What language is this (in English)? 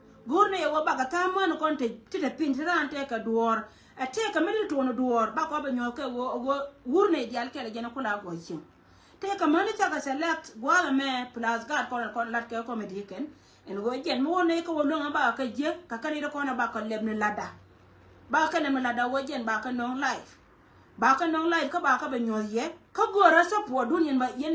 Nuer